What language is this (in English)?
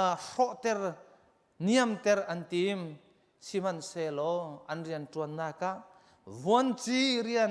Hakha Chin